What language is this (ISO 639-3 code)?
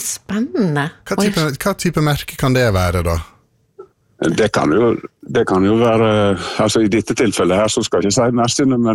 nor